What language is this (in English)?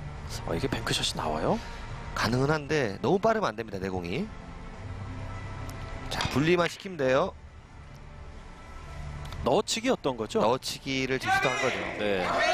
Korean